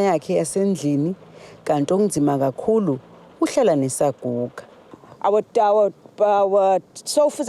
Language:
Zulu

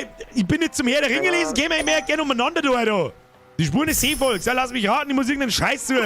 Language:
Bavarian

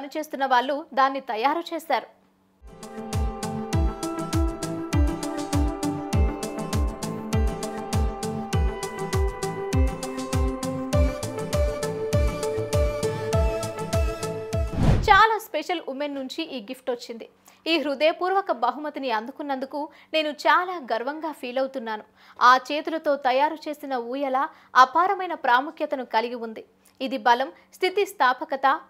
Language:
Telugu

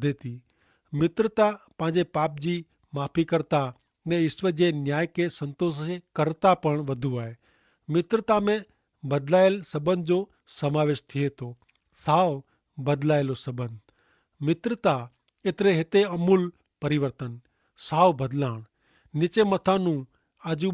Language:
Kachhi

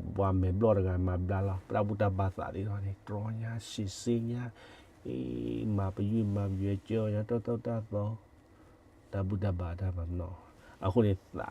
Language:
S'gaw Karen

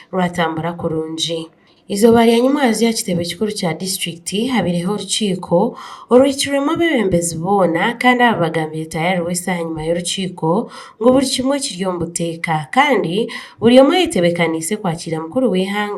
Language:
Nyankole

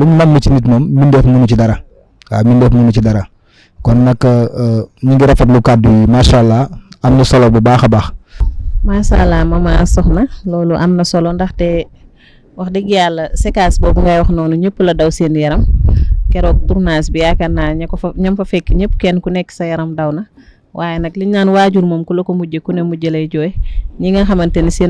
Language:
Wolof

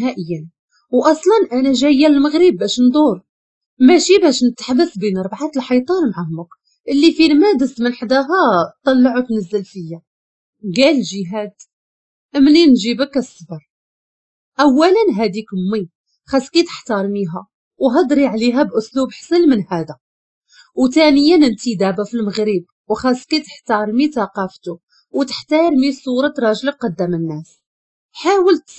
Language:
Moroccan Arabic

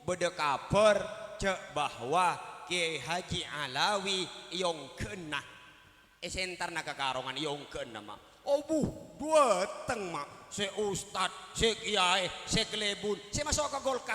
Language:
Madurese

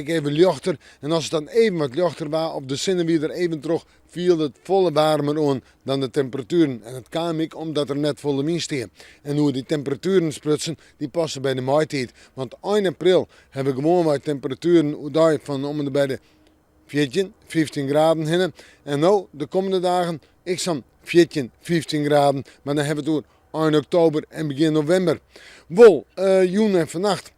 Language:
Western Frisian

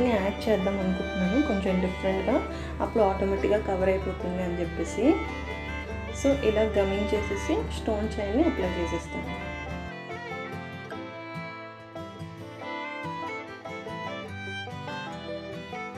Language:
Telugu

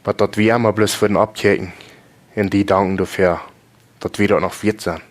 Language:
Plautdietsch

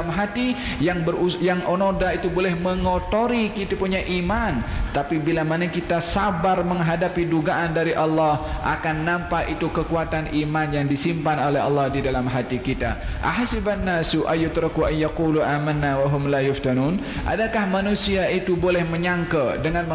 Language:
Malay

